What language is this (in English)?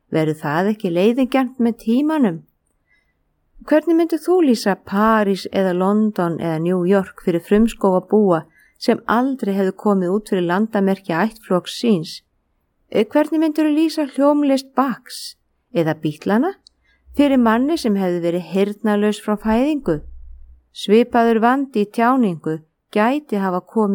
Icelandic